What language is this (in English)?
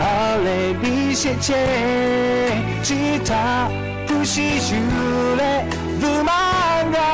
Lahu